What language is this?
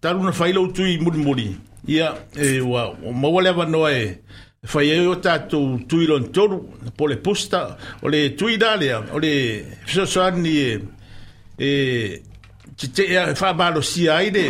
Samoan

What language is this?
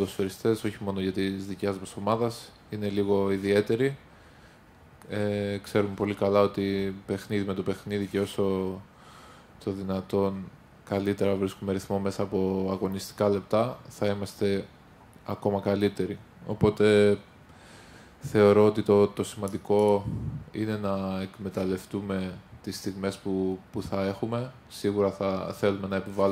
Greek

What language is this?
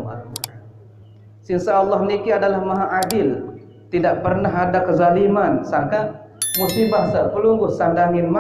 Sasak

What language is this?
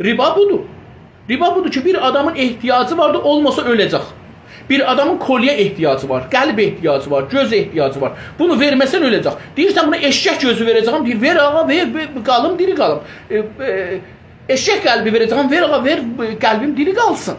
South Azerbaijani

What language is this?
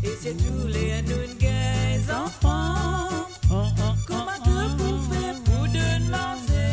Morisyen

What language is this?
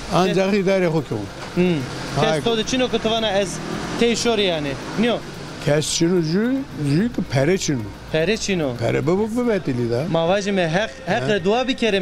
Zaza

